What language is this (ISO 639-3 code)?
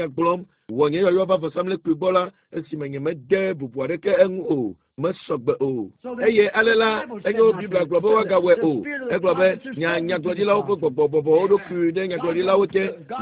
ewe